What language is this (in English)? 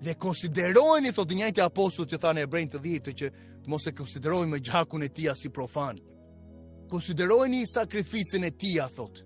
Albanian